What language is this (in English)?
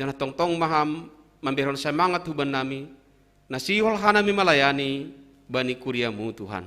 Batak Simalungun